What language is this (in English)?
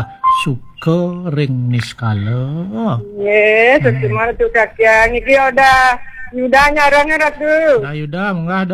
Balinese